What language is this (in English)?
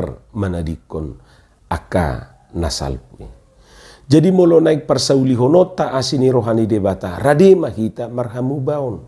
Batak Toba